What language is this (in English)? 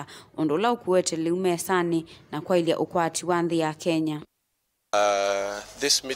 Kamba